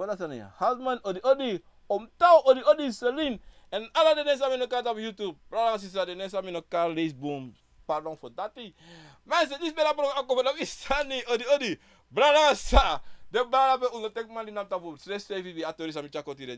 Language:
Sranan Tongo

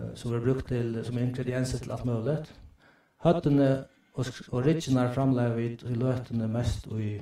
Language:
Faroese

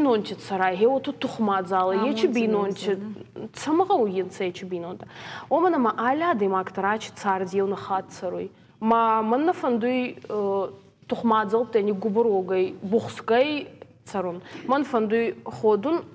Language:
Ossetic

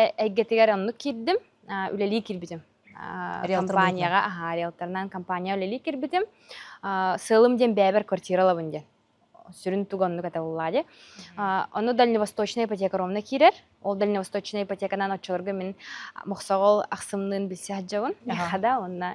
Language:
Yakut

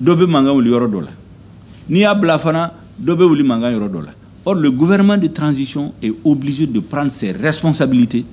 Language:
Bambara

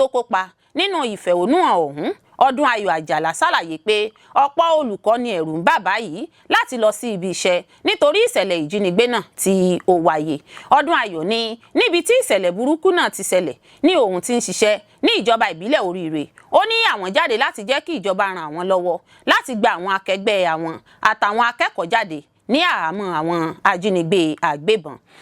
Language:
Yoruba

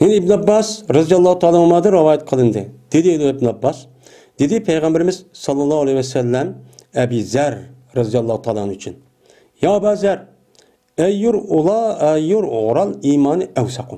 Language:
Uyghur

